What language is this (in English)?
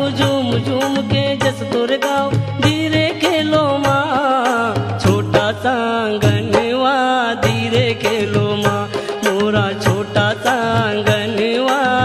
Bhojpuri